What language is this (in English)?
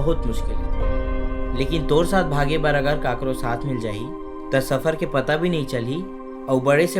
Chhattisgarhi